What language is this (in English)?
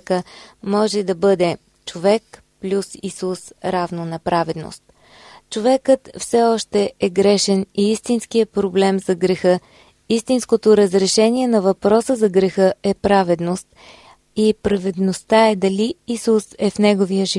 Bulgarian